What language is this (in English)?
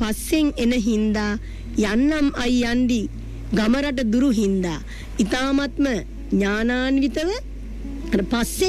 Sinhala